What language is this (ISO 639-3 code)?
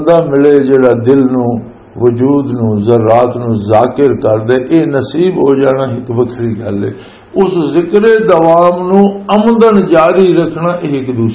lah